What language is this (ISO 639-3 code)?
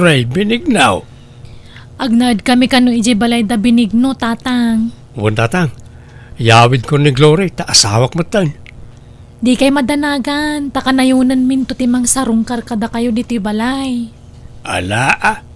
ilo